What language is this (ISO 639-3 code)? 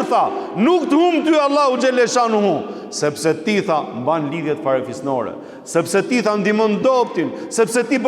sqi